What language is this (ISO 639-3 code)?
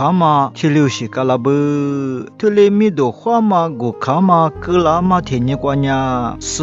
lis